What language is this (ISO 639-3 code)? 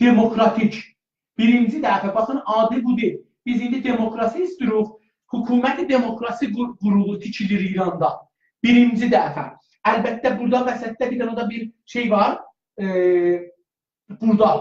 azb